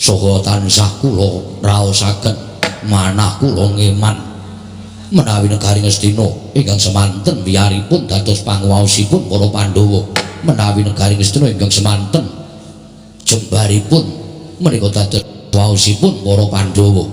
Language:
Javanese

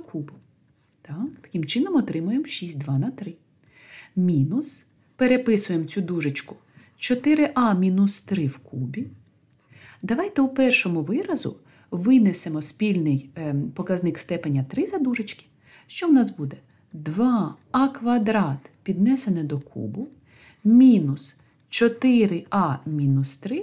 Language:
Ukrainian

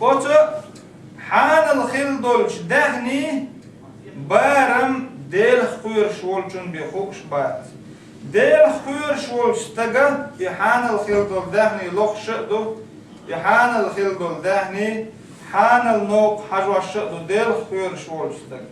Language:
Chechen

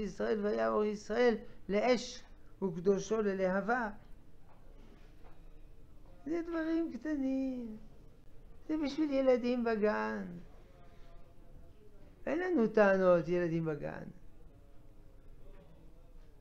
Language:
Hebrew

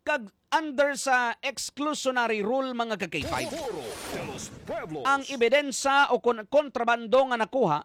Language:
Hiligaynon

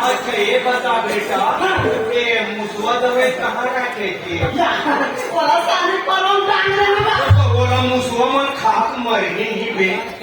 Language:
Chhattisgarhi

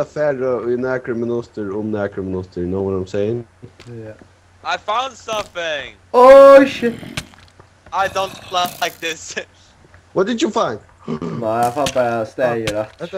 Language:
Faroese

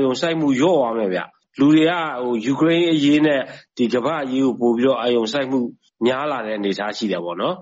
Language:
Burmese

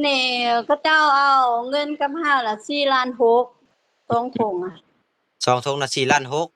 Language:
Lao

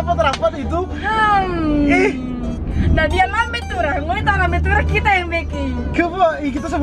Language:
Manado Malay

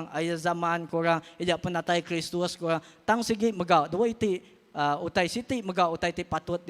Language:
Iban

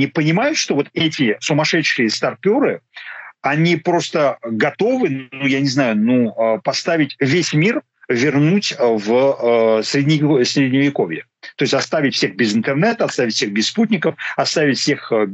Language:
Russian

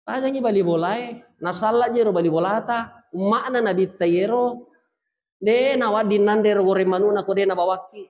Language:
Buginese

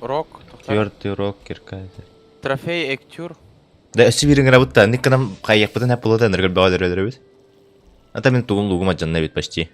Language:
Yakut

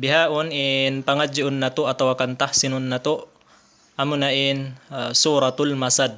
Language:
Tausug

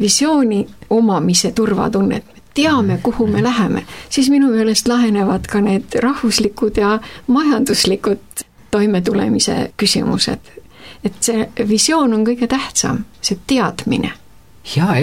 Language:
Estonian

